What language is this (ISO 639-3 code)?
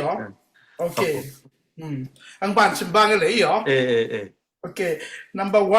ctd